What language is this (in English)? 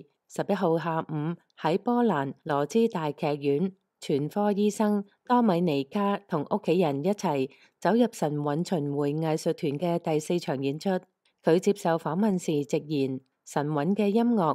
Cantonese